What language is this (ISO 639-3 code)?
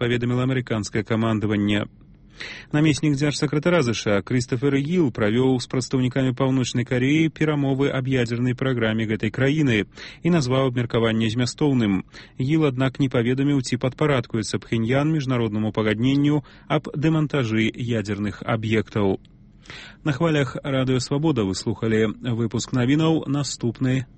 bel